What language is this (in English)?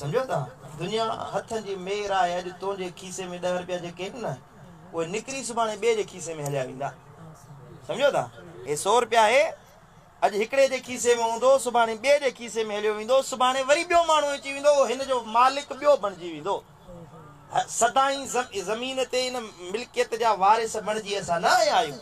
Sindhi